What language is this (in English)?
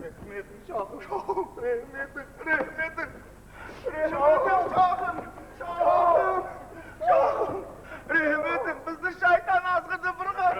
Kara-Kalpak